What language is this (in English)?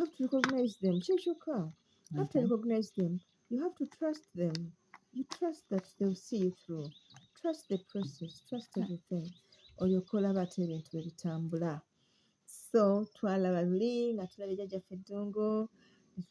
Ganda